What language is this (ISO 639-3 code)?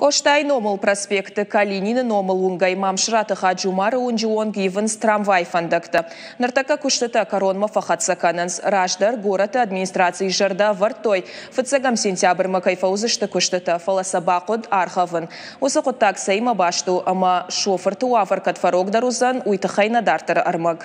oss